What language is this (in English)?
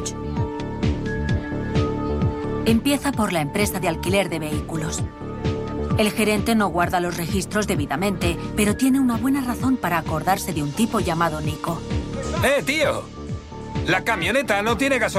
Spanish